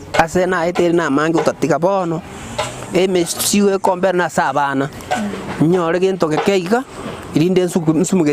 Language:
Gusii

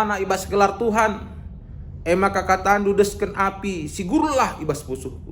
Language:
Batak Karo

